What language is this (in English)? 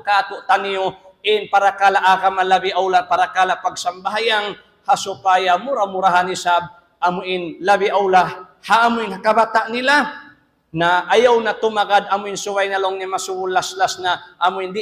Tausug